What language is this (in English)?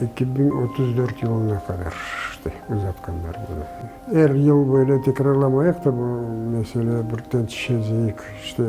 Crimean Tatar